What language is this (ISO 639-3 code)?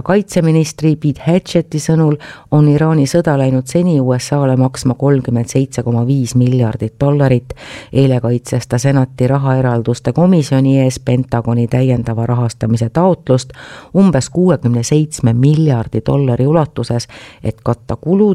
est